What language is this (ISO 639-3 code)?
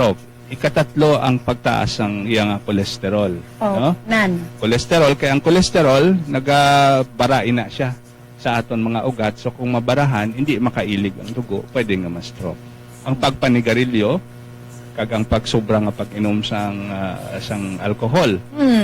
hil